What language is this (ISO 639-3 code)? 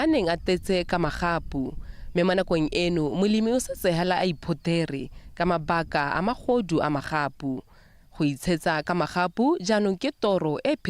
tsn